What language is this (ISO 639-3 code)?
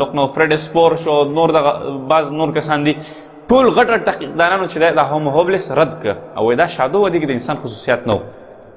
pus